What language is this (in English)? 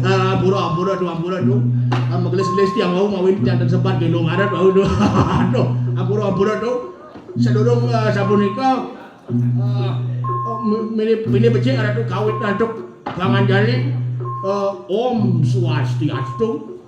Balinese